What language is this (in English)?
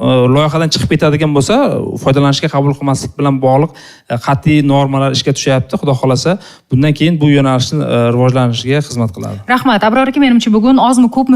Uzbek